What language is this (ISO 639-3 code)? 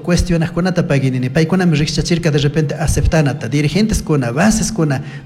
qug